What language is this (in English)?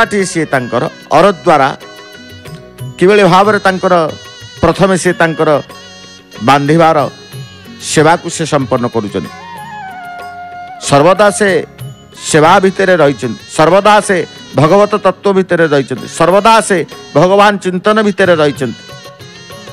Odia